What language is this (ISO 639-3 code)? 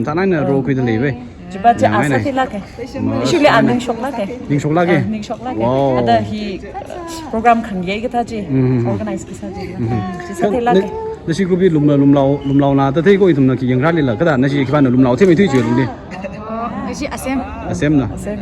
nmf